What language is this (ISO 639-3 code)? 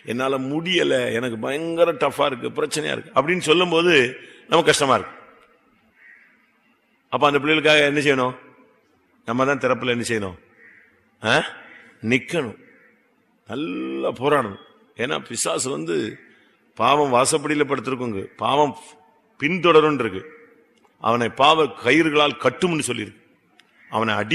tam